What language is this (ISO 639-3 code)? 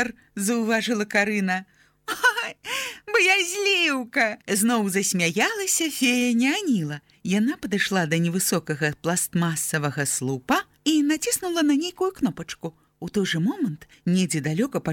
bel